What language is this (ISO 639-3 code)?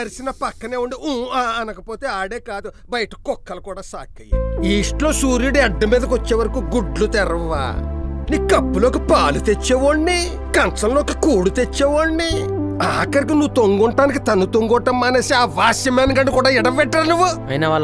tel